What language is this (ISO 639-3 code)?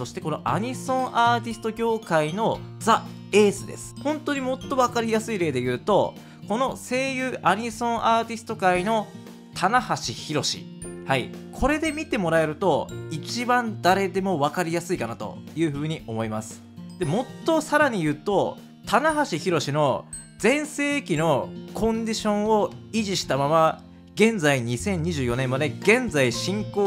jpn